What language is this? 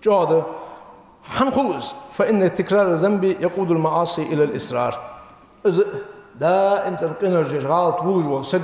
Ingush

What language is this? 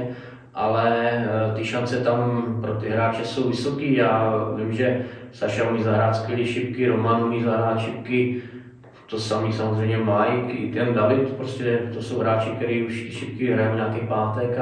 Czech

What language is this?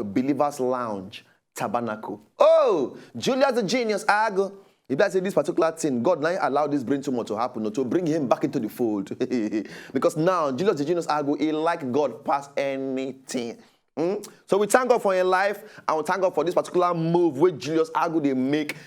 Nigerian Pidgin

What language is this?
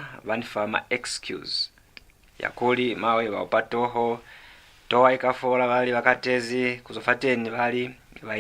Lozi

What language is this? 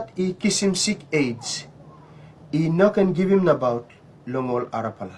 Tok Pisin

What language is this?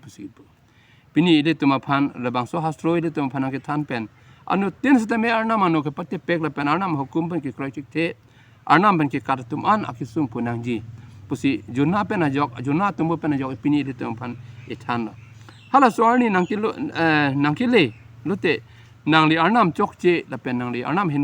Karbi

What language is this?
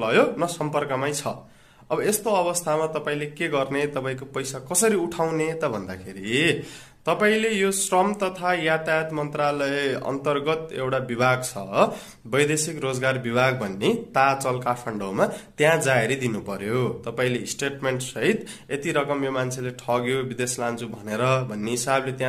Nepali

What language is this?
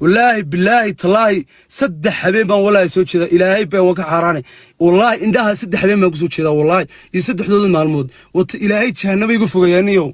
Somali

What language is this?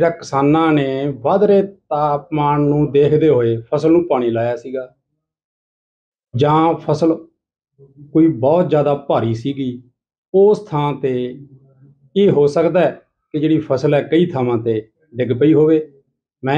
Punjabi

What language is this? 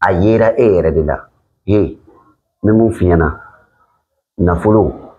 Bambara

